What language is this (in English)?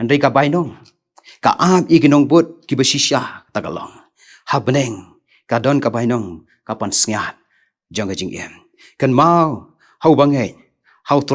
Khasi